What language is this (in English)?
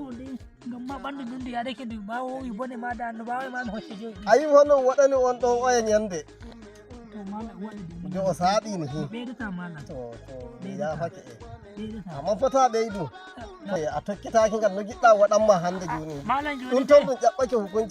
Nigerian Fulfulde